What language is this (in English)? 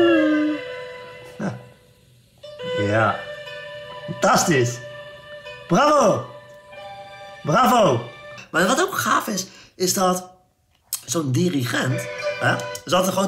Dutch